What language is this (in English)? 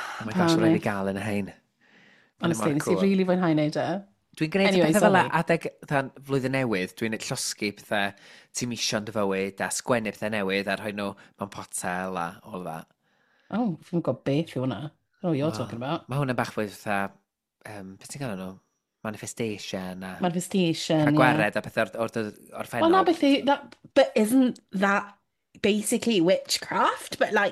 Welsh